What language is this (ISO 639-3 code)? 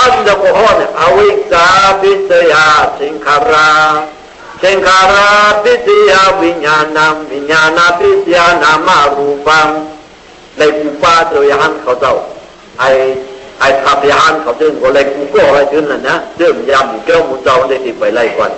shn